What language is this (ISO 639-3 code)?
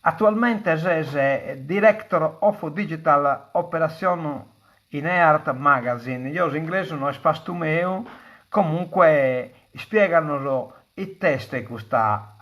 srd